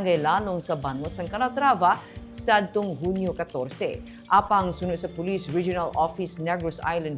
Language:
Hiligaynon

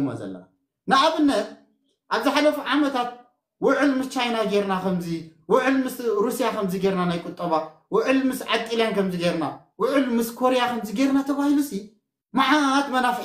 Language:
Tigrinya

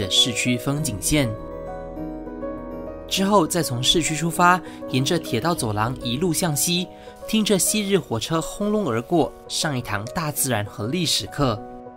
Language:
Chinese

